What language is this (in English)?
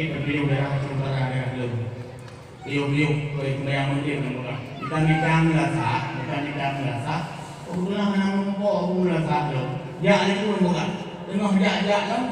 Achinese